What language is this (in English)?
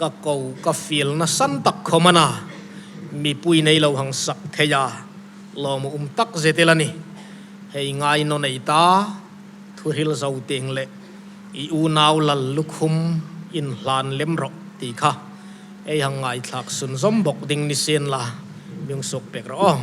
Hmar